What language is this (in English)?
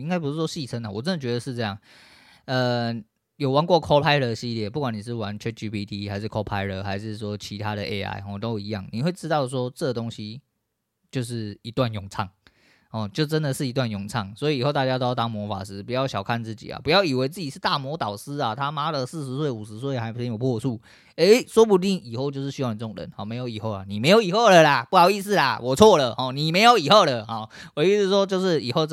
Chinese